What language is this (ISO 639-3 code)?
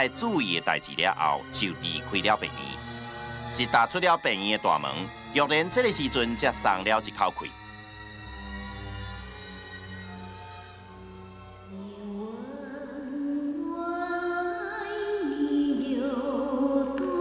nan